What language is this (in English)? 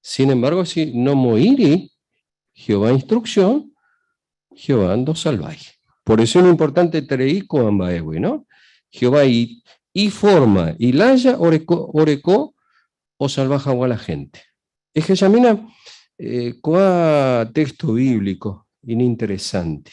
Guarani